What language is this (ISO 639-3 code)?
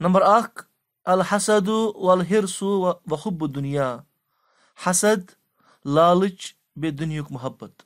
kas